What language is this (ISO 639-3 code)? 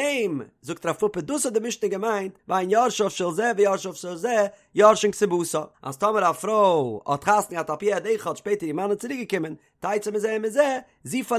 yid